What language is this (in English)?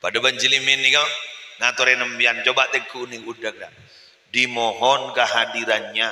Madurese